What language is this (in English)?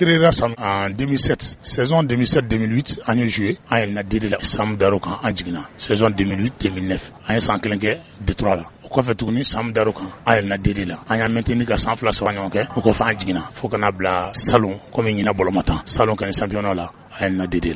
Bambara